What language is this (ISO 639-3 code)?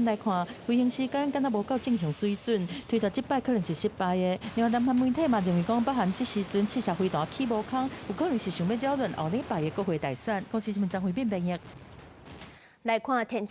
nan